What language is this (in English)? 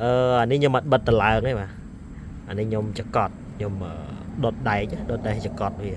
Khmer